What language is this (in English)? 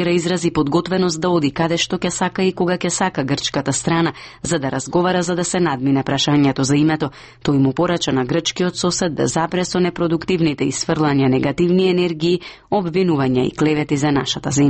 Macedonian